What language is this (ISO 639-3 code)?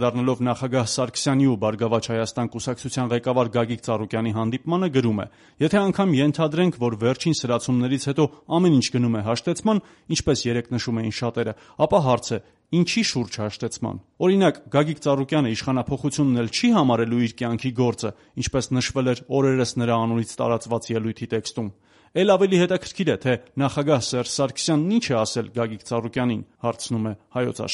hye